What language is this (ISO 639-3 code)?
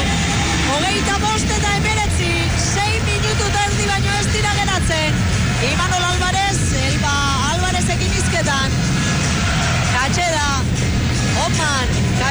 eus